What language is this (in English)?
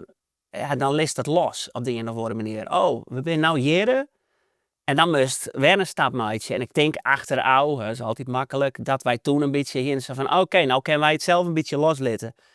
Western Frisian